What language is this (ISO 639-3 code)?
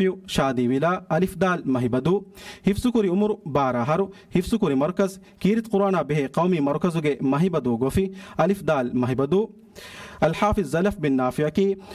div